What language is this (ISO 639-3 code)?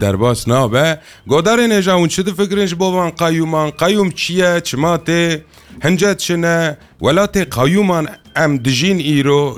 kur